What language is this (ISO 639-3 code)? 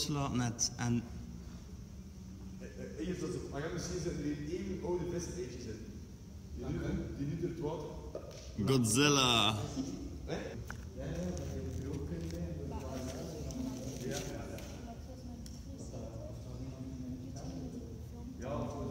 nld